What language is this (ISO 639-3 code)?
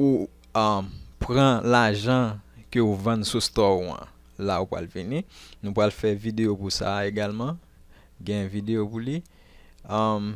hat